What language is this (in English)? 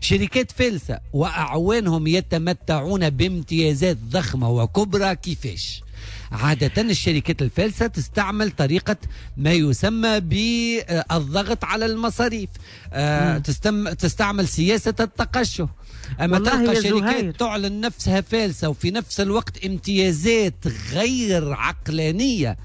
Tunisian Arabic